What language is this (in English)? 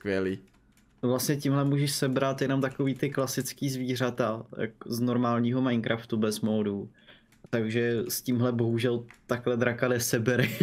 Czech